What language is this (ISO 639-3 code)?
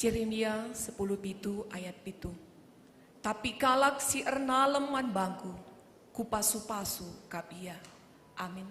btx